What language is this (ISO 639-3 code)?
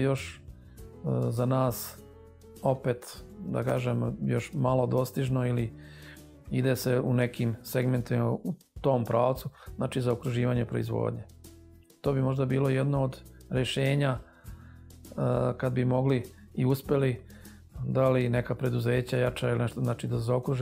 srp